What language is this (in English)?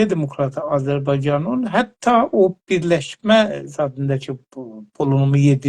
South Azerbaijani